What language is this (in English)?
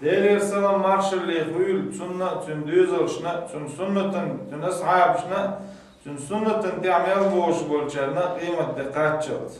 Chechen